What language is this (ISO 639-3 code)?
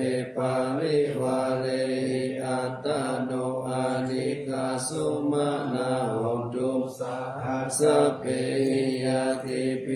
pli